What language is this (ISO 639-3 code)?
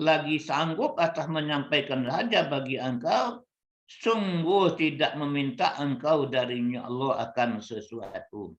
min